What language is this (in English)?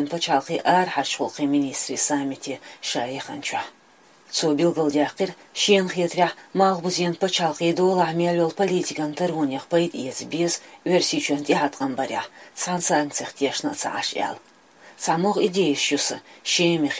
Chechen